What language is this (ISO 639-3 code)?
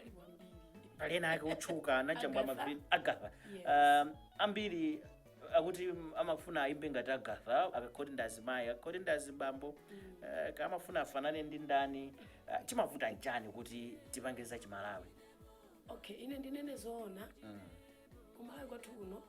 nya